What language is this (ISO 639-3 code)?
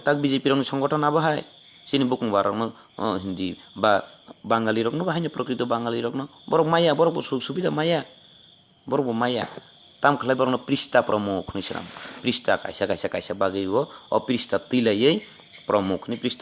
trp